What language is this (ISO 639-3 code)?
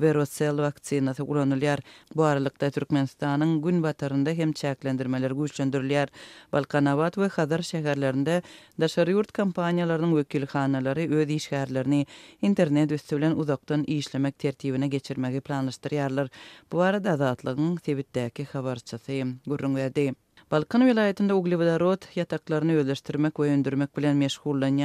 tuk